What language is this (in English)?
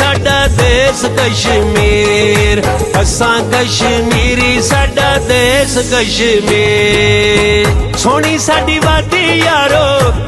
Pahari-Potwari